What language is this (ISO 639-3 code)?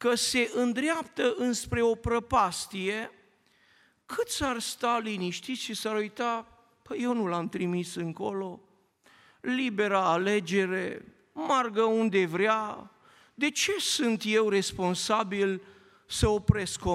ron